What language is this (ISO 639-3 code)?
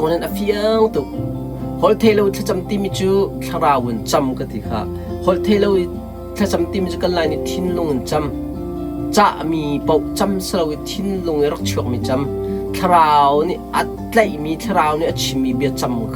cnh